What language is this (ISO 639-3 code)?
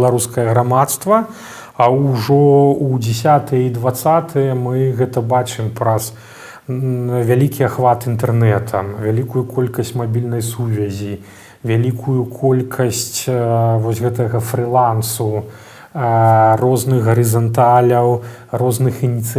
bel